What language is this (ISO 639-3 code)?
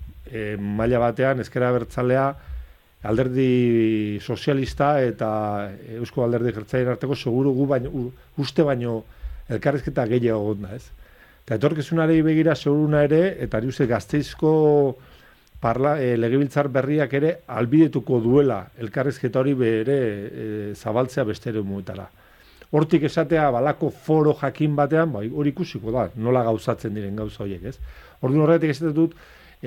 eus